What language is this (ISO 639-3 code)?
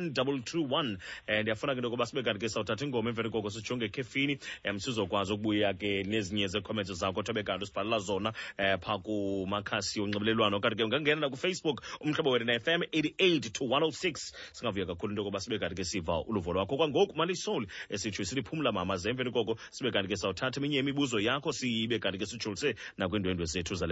xho